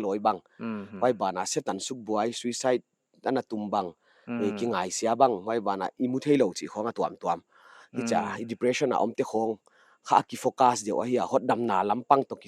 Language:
Paite Chin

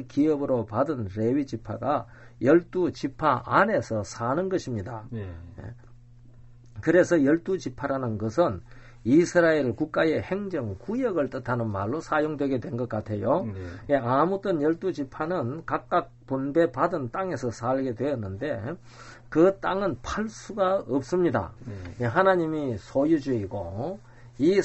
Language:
Korean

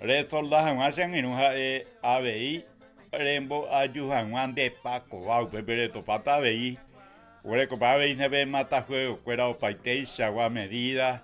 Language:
Guarani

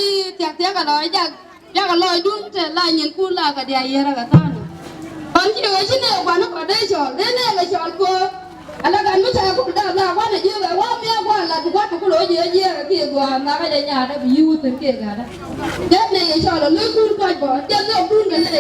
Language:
Nuer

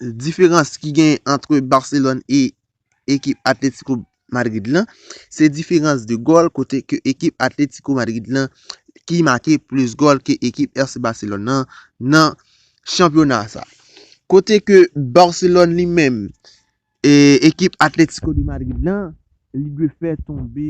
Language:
Haitian Creole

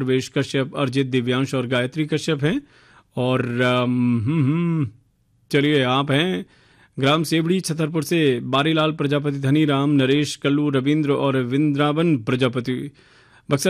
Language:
Hindi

